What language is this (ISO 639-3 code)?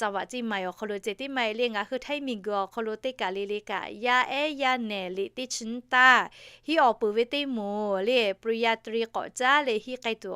lhu